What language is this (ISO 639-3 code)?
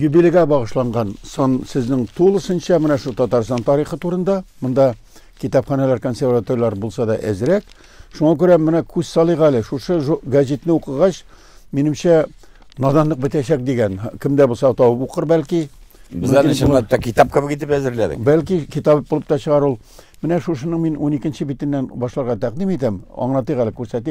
tat